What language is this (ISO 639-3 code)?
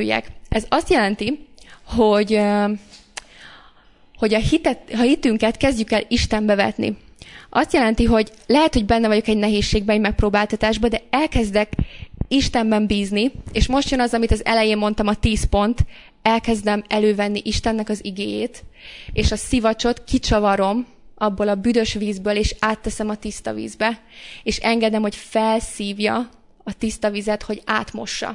hun